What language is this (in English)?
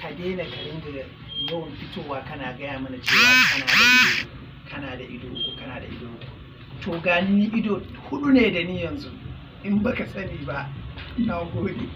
Hausa